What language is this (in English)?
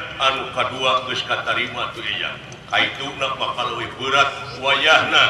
Sundanese